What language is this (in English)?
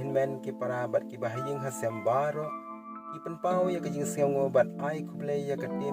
Khasi